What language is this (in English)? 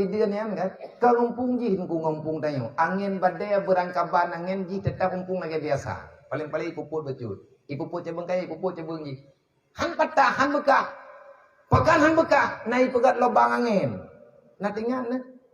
Achinese